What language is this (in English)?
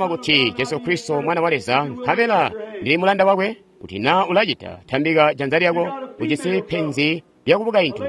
Tonga (Zambia)